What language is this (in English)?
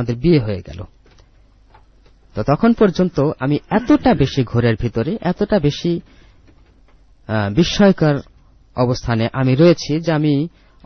Bangla